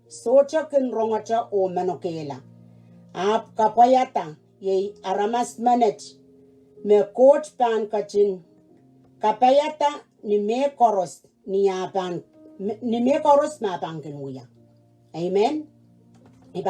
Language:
Pohnpeian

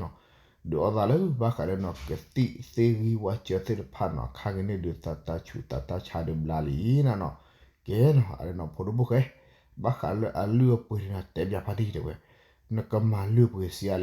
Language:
S'gaw Karen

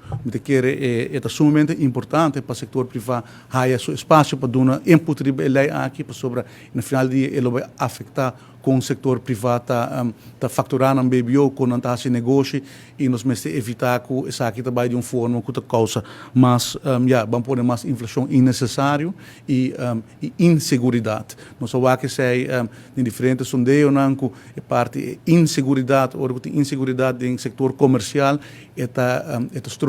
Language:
Papiamento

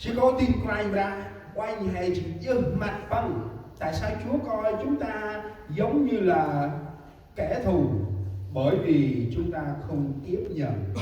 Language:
Central Mnong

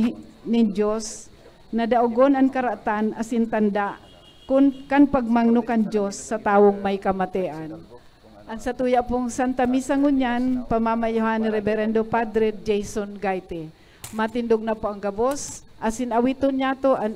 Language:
Bikol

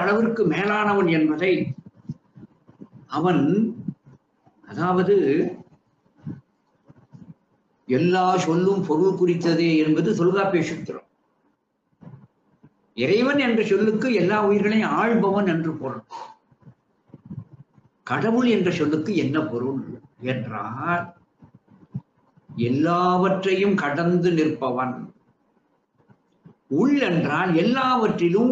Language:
Tamil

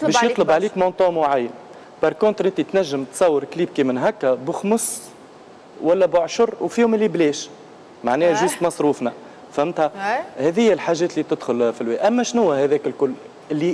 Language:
Tunisian Arabic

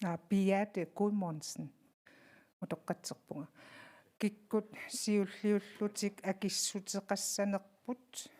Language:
Kalaallisut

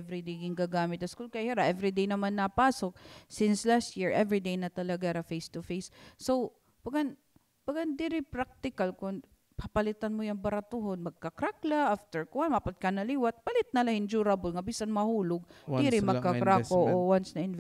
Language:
Waray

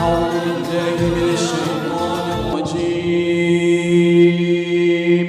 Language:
Ngazidja Comorian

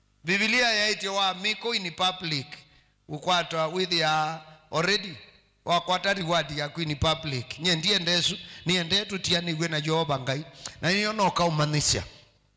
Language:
Kamba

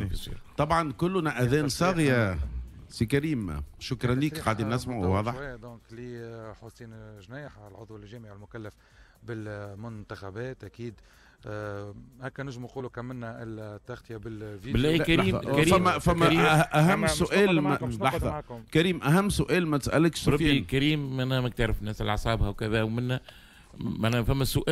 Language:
Tunisian Arabic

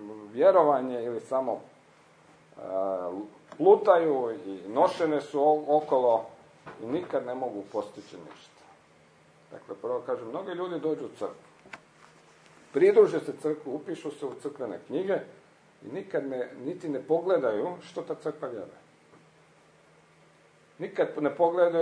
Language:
Croatian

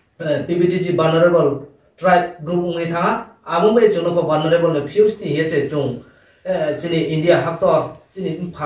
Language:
Riang (India)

